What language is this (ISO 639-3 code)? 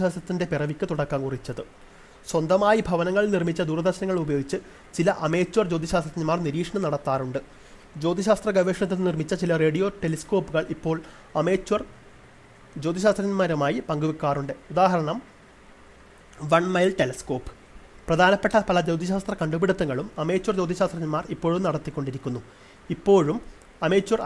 mal